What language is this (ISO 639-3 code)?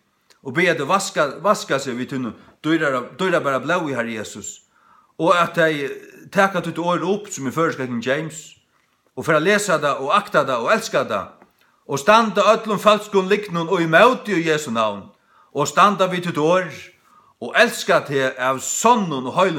fao